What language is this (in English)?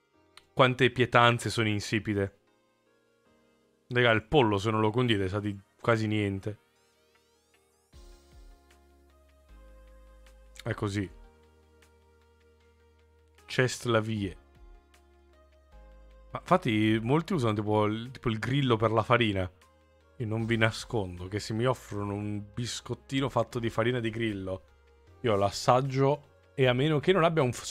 Italian